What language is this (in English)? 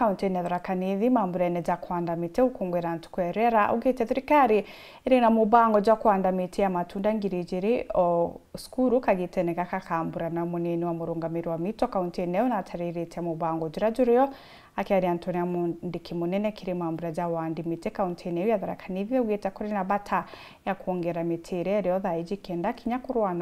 Meru